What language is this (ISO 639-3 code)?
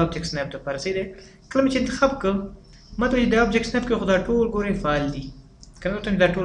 pus